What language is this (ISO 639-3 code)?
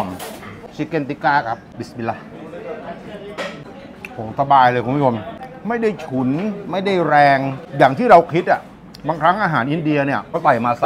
tha